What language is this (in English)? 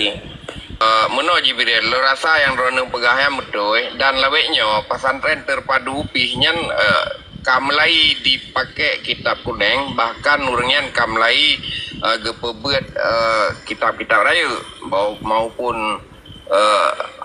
Achinese